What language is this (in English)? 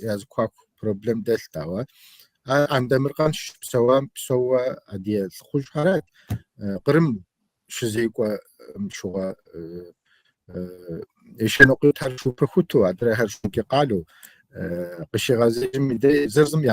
Kabardian